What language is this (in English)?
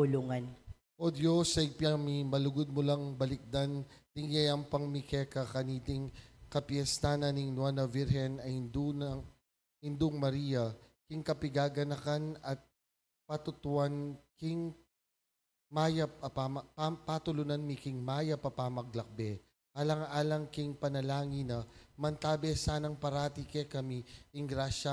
Pampanga